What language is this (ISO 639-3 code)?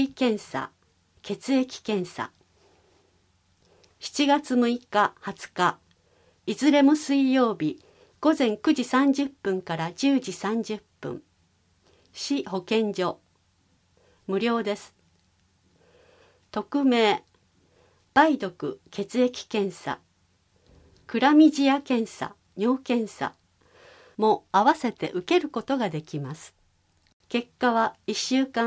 jpn